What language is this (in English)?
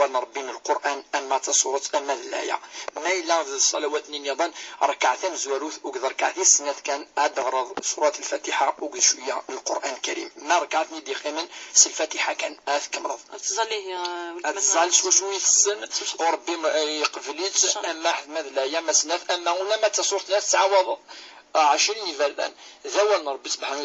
Kabyle